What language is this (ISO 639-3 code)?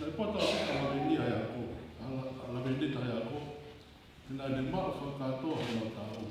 ton